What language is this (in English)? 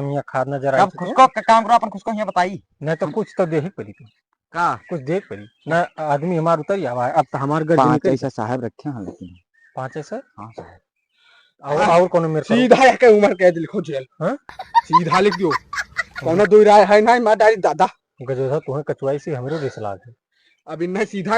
Awadhi